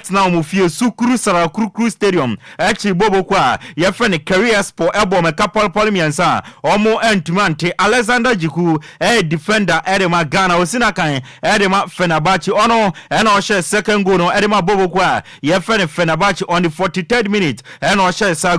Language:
Akan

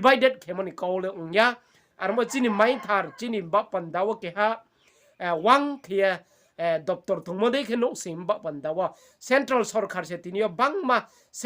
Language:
Riang (India)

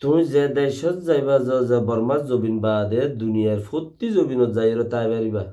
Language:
Rohingya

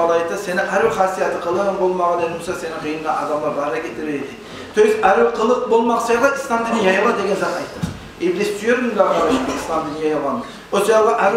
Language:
Kumyk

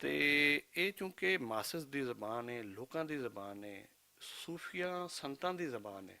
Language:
Western Panjabi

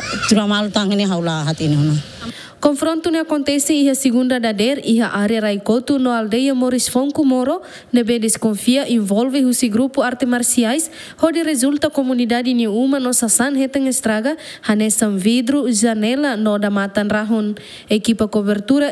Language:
Tetum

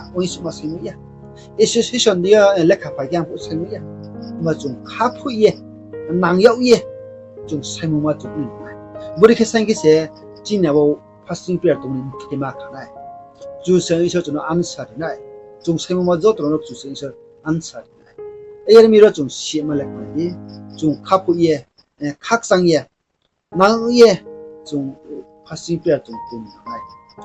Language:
Riang (India)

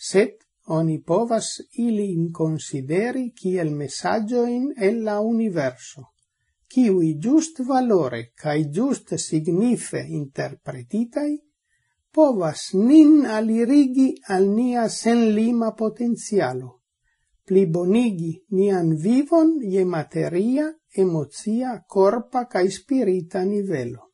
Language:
Esperanto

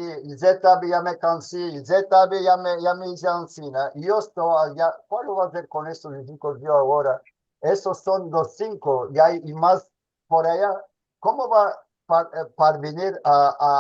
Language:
Ladino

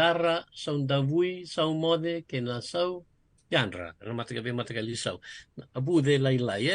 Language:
Fijian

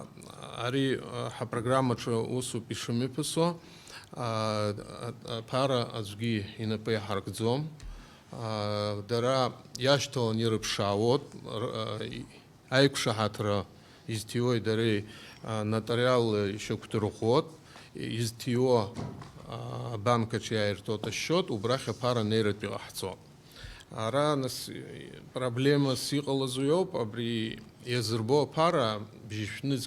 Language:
Abkhazian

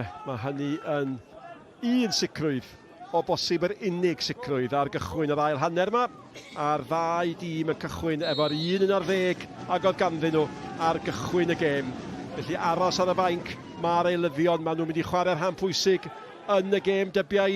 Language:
Welsh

